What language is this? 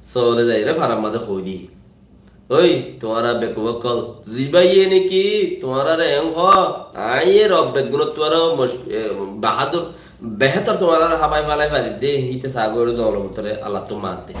Rohingya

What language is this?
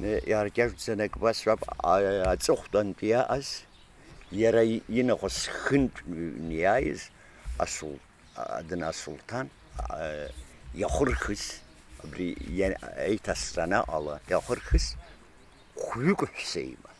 Abkhazian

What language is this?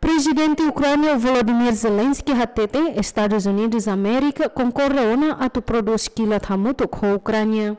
Tetum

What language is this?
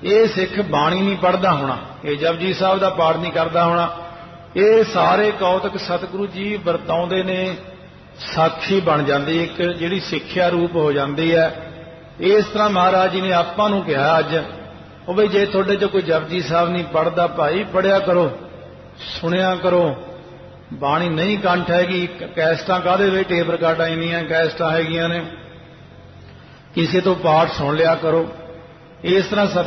Punjabi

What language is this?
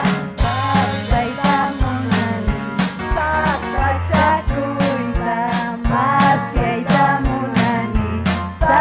Ayacucho Quechua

